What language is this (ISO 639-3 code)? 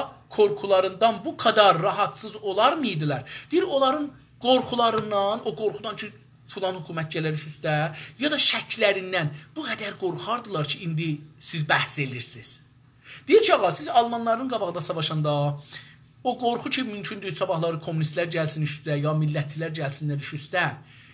azb